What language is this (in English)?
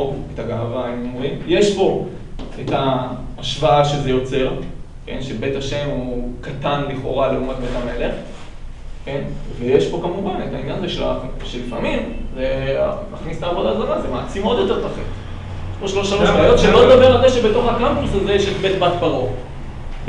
Hebrew